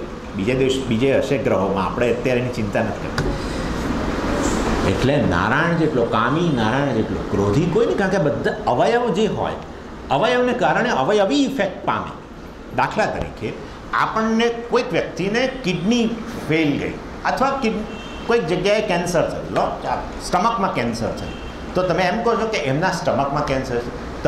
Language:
Gujarati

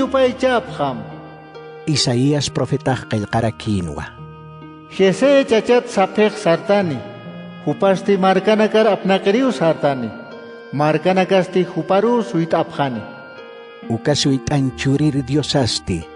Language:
Aymara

